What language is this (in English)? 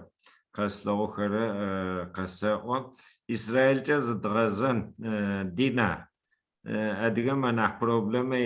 Adyghe